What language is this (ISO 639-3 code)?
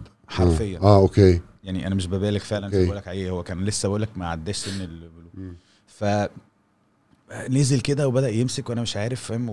arz